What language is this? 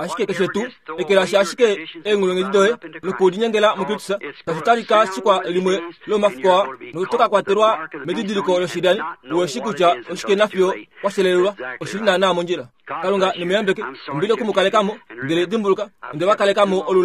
Kuanyama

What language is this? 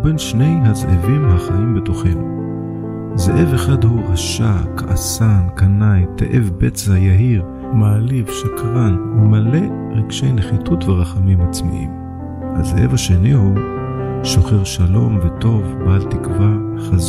Hebrew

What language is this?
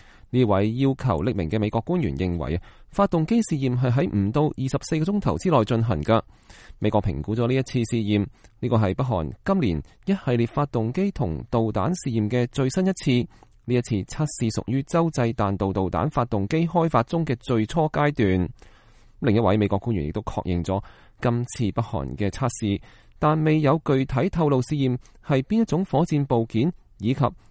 Cantonese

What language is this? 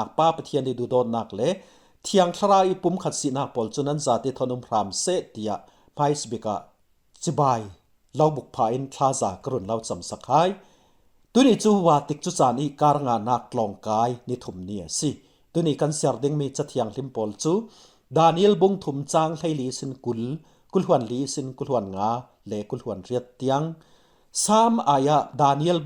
Falam Chin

